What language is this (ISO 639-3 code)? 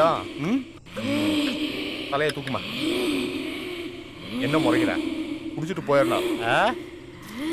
tam